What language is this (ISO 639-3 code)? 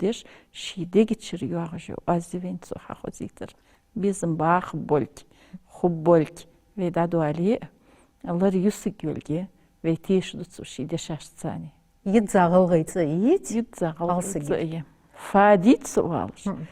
inh